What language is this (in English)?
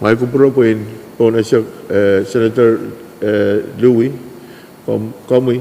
Pohnpeian